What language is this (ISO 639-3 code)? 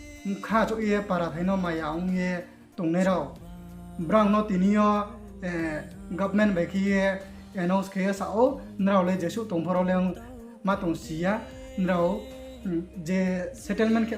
ria